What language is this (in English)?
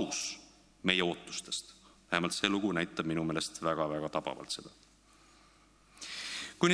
Estonian